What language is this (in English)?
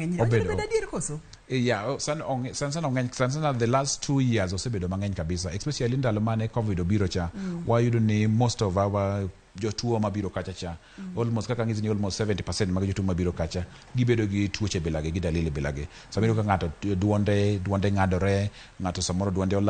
Luo (Kenya and Tanzania)